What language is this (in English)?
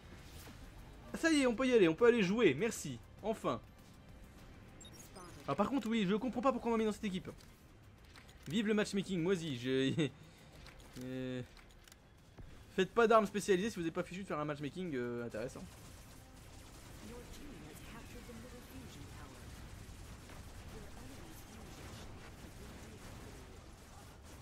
French